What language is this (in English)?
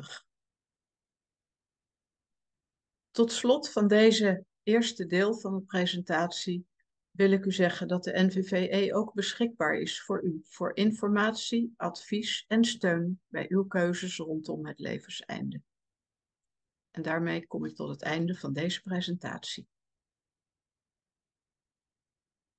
Dutch